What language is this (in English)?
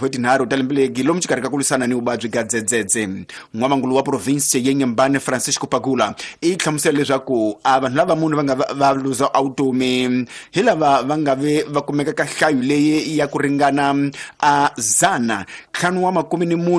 Tsonga